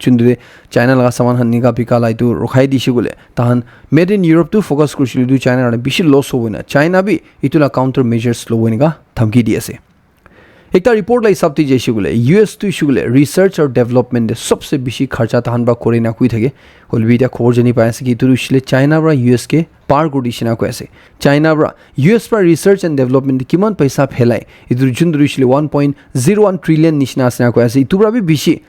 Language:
Naga Pidgin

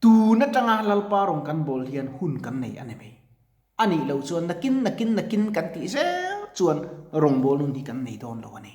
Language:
Mizo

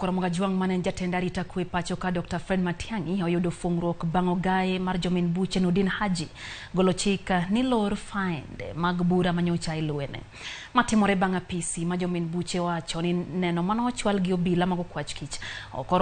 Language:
Luo (Kenya and Tanzania)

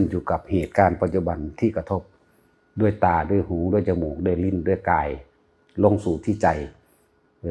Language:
Northeastern Thai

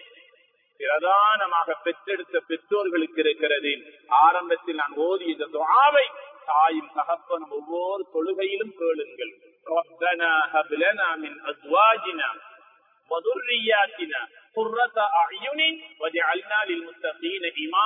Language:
Tamil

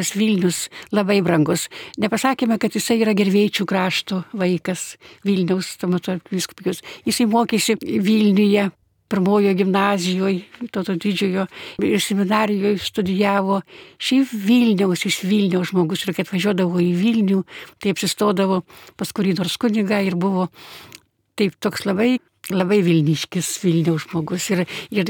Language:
Lithuanian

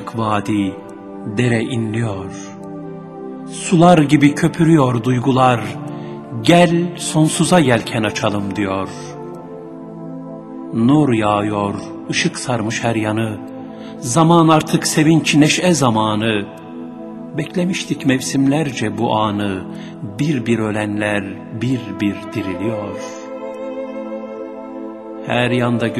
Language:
Turkish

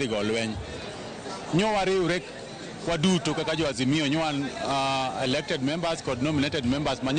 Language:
Luo (Kenya and Tanzania)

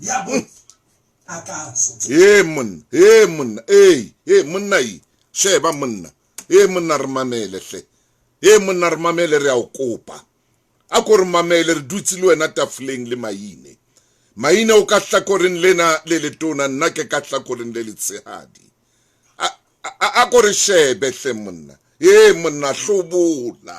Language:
Southern Sotho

